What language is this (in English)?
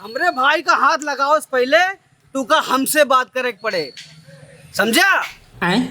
Awadhi